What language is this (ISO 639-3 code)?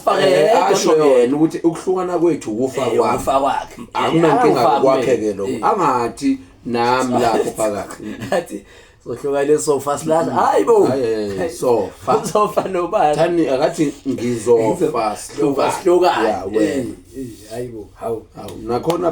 zul